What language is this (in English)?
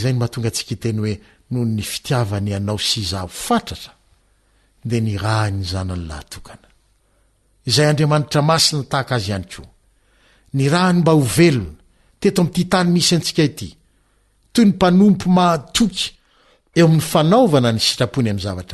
Malagasy